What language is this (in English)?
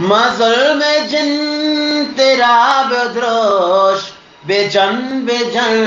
Eastern Balochi